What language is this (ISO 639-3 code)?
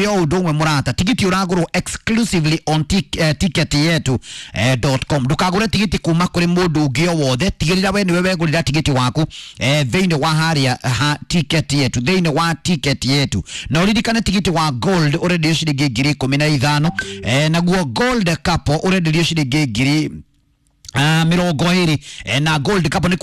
kik